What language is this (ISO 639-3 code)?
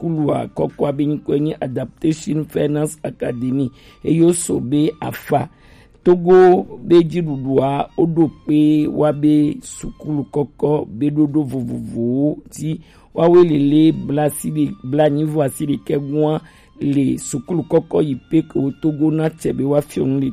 gej